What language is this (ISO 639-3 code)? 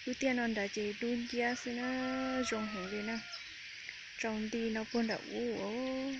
hmn